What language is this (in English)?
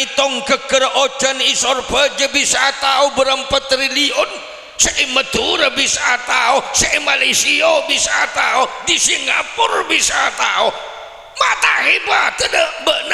Madurese